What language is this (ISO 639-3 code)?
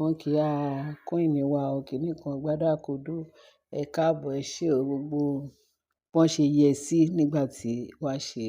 yor